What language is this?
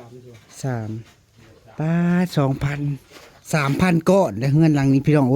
Northeastern Thai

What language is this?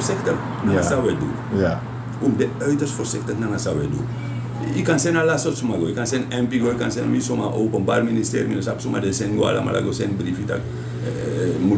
Sranan Tongo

